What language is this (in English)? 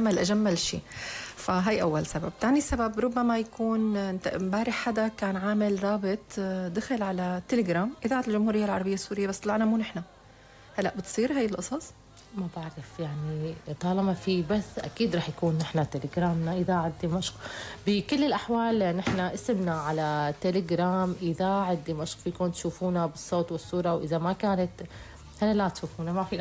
North Levantine Arabic